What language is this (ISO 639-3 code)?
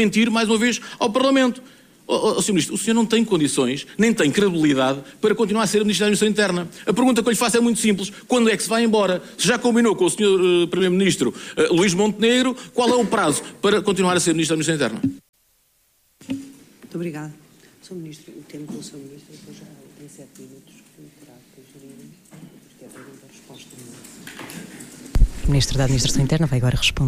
por